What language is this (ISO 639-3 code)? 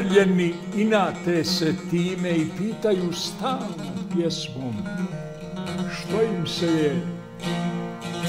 bos